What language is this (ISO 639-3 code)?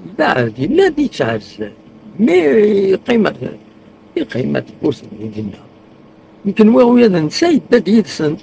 kab